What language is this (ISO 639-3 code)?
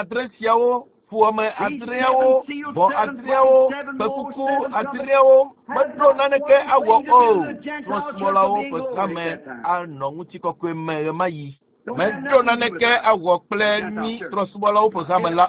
ewe